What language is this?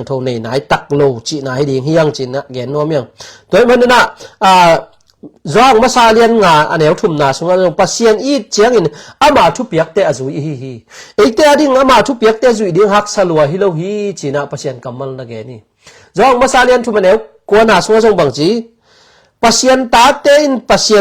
Tedim Chin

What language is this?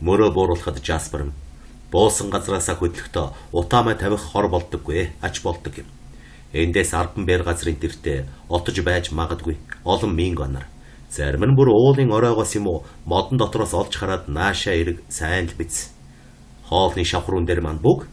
Mongolian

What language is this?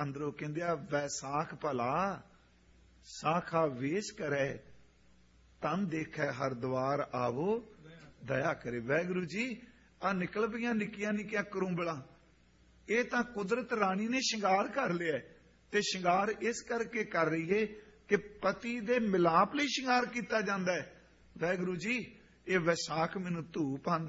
Punjabi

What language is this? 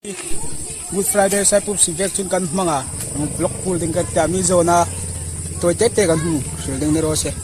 Hmar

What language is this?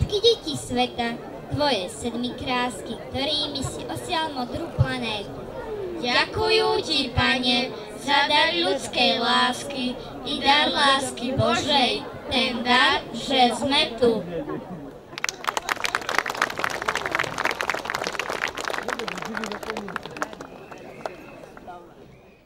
Slovak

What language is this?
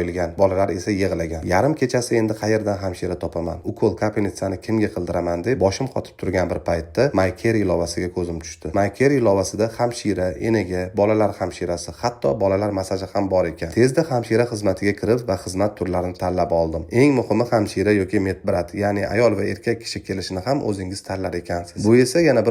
Uzbek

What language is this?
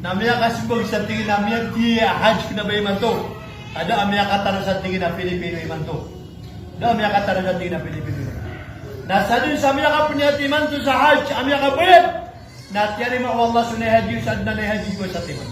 Maranao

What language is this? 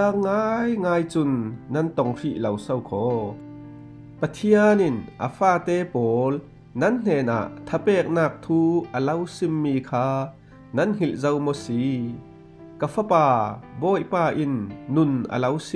Falam Chin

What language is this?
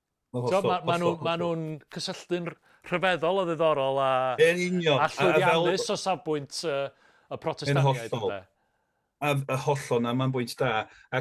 Welsh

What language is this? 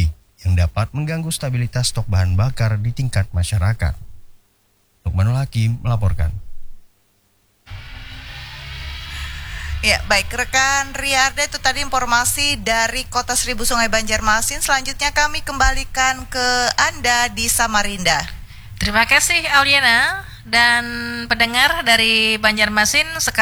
Indonesian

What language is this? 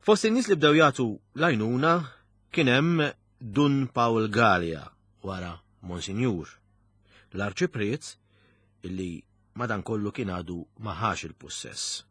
Maltese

